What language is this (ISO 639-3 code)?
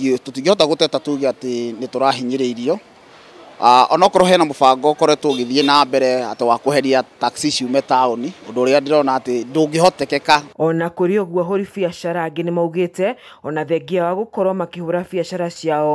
kik